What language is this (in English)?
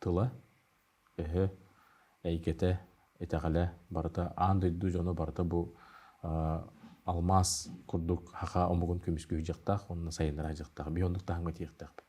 Yakut